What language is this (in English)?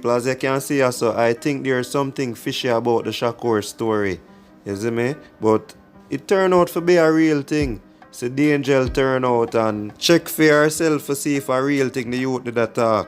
Jamaican Creole English